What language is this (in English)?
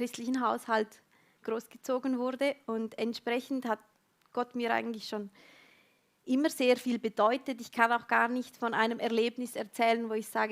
Swiss German